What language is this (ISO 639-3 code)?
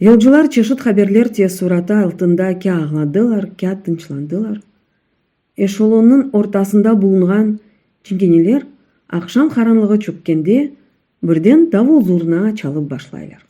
crh